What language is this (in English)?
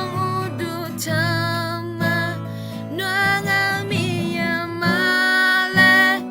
Akha